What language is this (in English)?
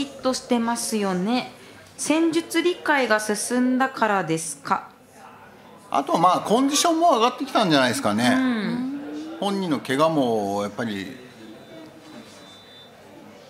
Japanese